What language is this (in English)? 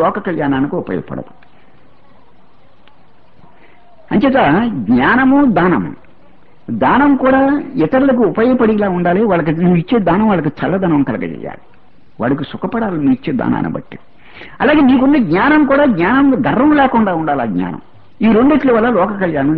Telugu